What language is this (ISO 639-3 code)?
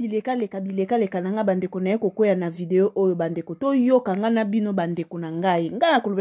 lin